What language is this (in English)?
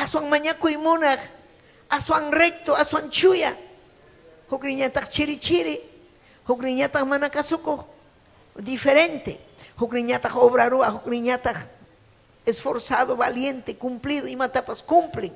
Ayacucho Quechua